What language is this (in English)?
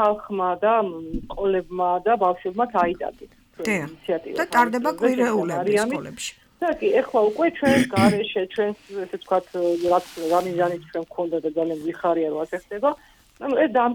Georgian